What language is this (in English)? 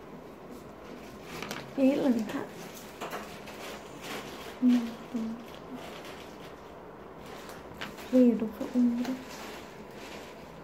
Swedish